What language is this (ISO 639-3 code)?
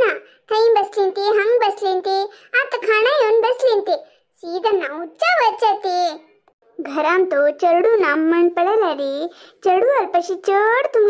kok